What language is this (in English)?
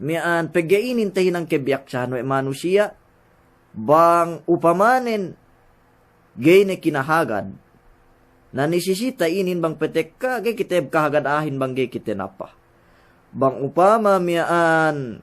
Yakan